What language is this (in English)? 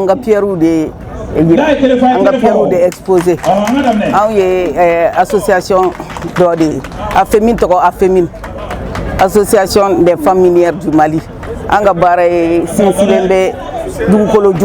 Bambara